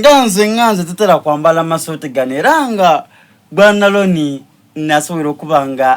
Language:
Soga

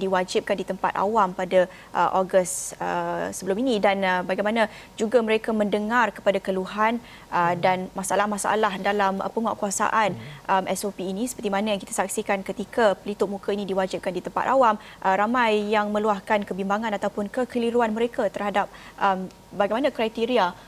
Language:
Malay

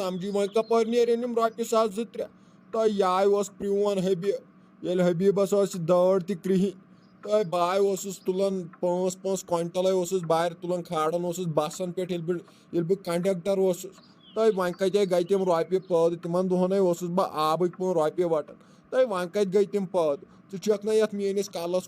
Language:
Kashmiri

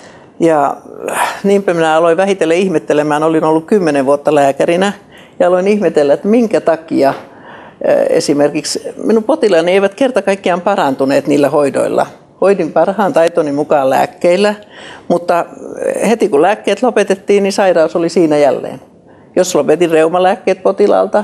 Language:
Finnish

